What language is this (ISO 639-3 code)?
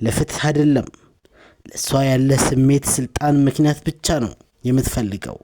amh